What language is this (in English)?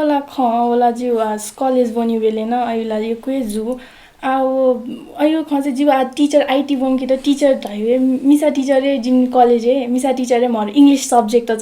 Newari